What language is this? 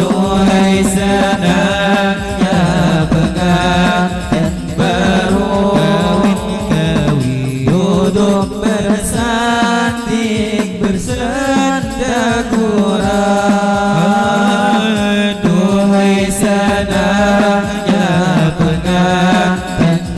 Banjar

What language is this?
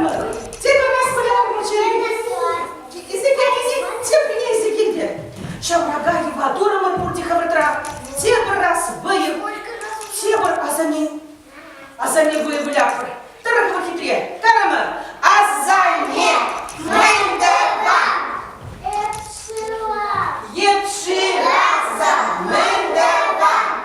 Chuvash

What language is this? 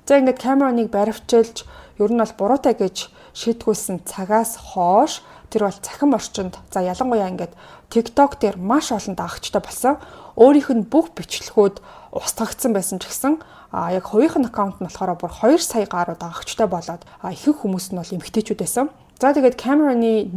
Mongolian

